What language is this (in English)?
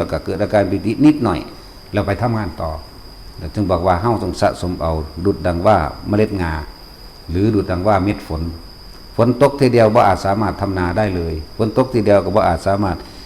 Northeastern Thai